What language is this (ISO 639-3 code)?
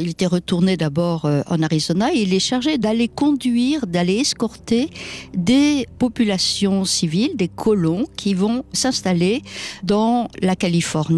fra